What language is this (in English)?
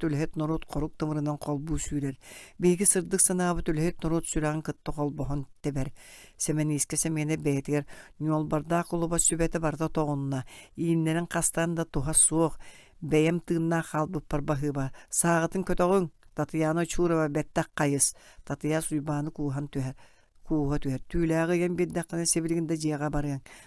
Yakut